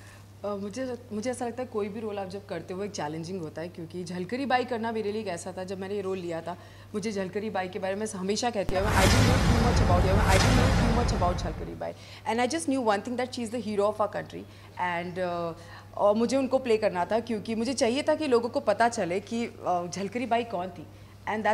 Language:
Hindi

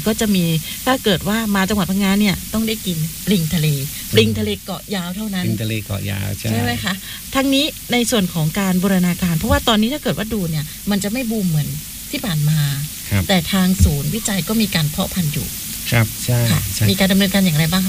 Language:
Thai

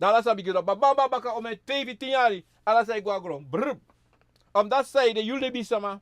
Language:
Sranan Tongo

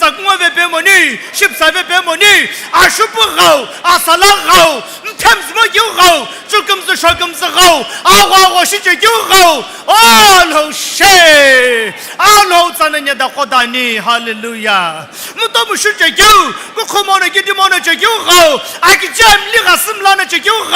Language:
Sumi Naga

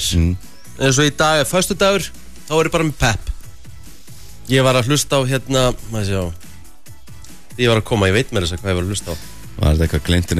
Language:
Icelandic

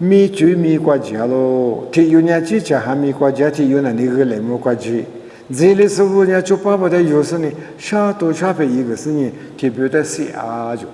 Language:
Lisu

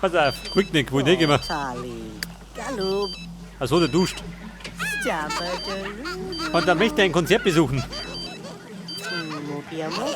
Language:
Bavarian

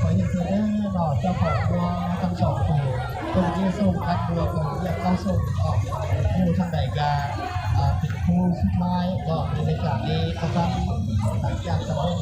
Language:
Lao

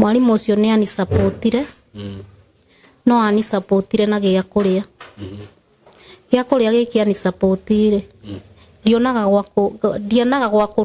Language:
Kikuyu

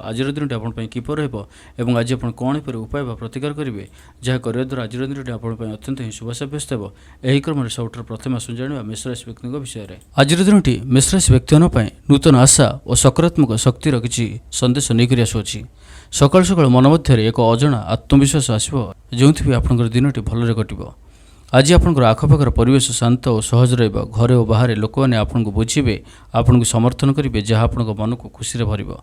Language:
Odia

